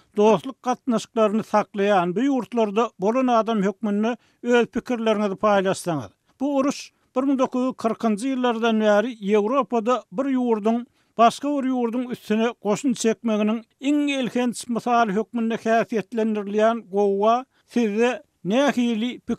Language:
Turkmen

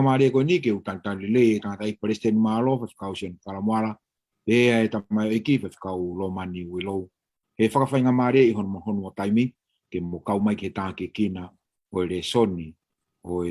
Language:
Tongan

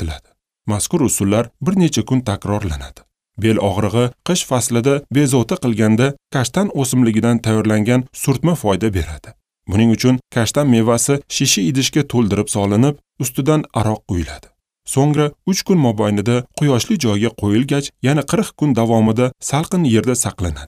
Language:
Uzbek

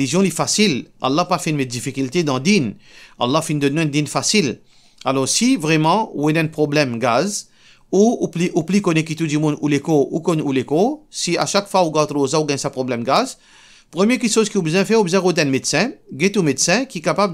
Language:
Morisyen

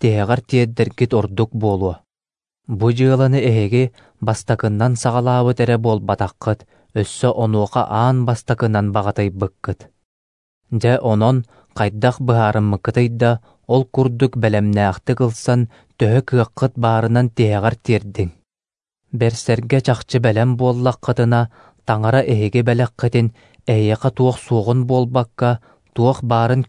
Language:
Yakut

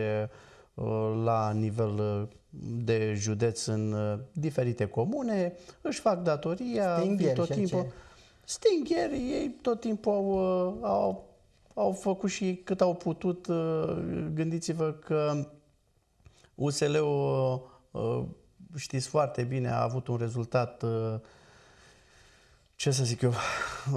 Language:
Romanian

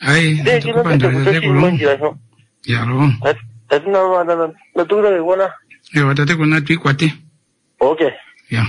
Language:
Kuanyama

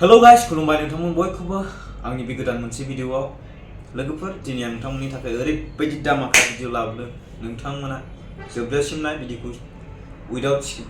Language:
Bodo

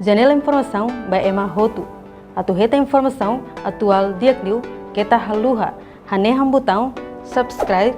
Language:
Tetum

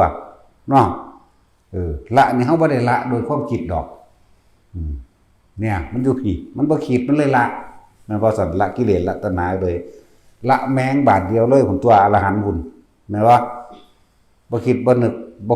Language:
Northeastern Thai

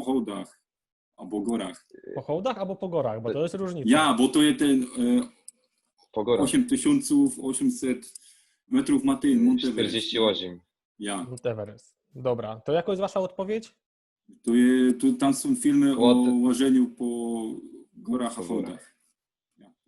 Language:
Silesian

